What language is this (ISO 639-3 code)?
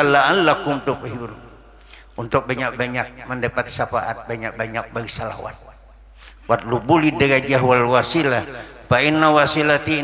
bjn